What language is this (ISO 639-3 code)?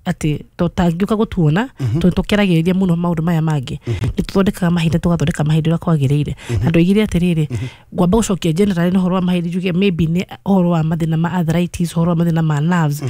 kik